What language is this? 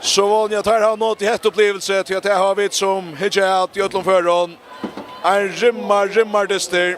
Faroese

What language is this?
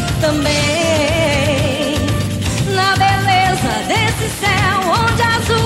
Portuguese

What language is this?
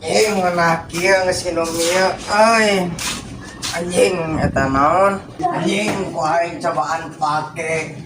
Sundanese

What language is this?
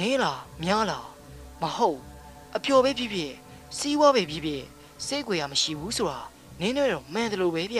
Burmese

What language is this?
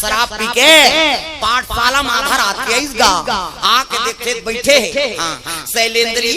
Chhattisgarhi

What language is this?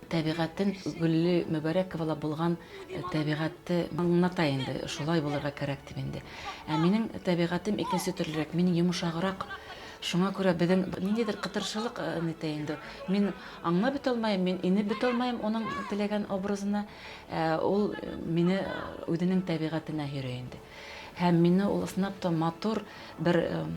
Bashkir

